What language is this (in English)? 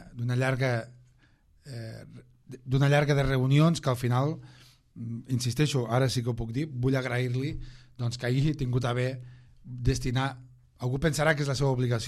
Catalan